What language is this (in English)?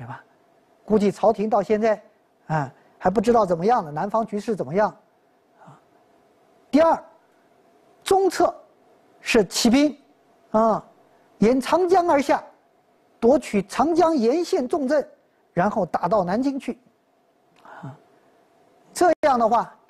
Chinese